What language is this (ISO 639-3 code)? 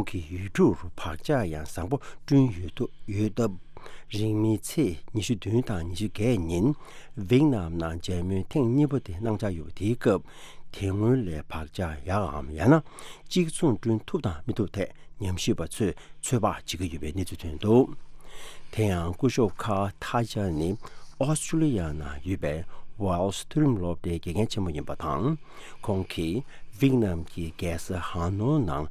bod